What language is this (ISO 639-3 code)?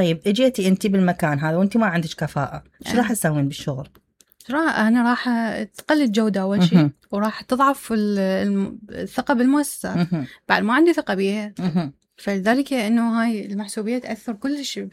acm